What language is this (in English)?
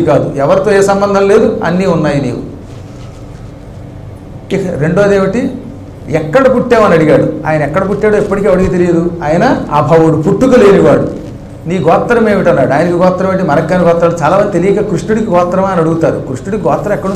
Telugu